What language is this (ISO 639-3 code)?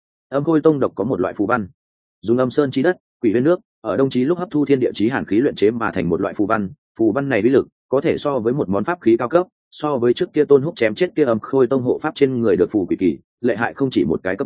vie